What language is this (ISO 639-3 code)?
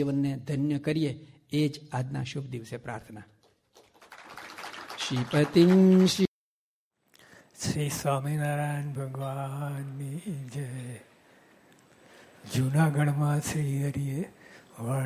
guj